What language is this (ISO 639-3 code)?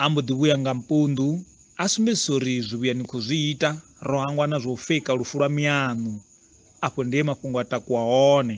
ven